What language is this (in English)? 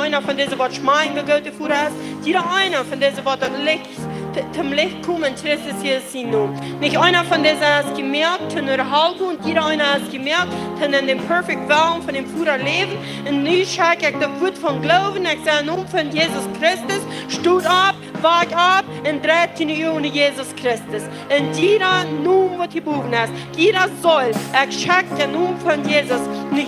Plautdietsch